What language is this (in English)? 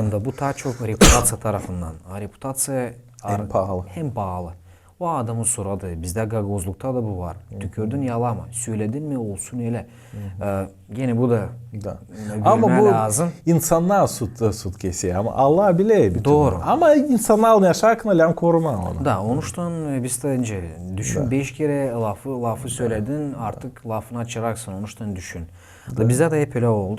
Gagauz